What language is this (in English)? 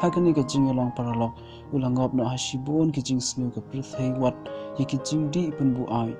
Khasi